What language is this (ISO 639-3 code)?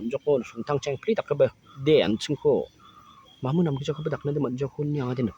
grt